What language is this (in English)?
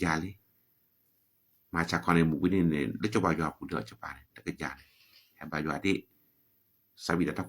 S'gaw Karen